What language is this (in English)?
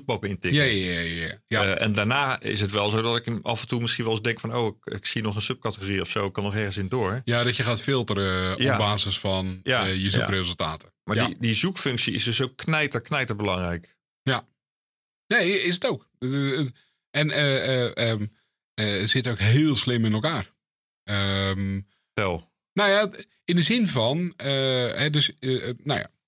Dutch